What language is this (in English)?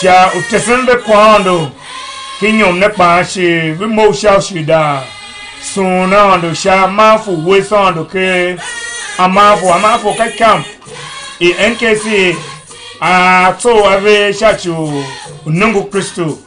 Tiv